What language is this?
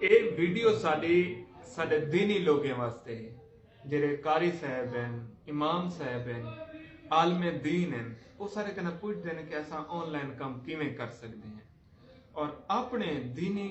Saraiki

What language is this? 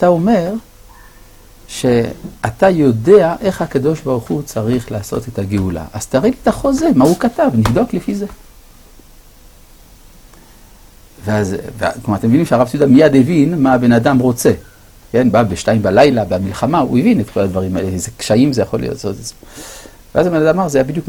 Hebrew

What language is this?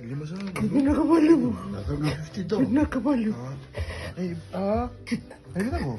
Fijian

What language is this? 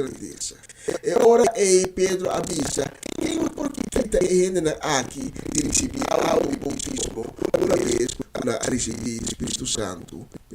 Papiamento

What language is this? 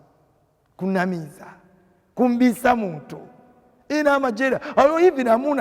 Nyanja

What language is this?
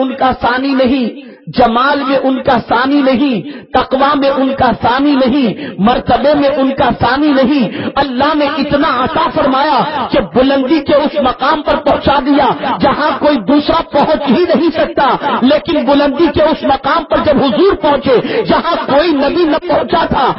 Urdu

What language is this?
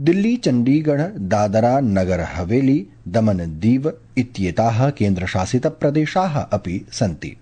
Sanskrit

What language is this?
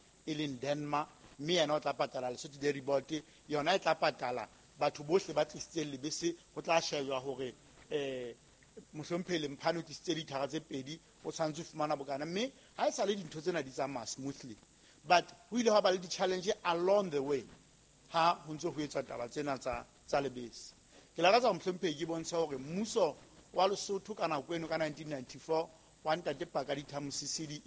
Southern Sotho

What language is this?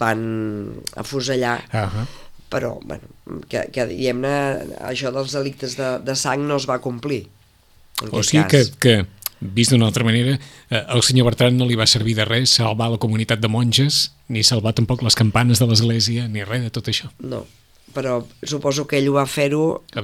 Catalan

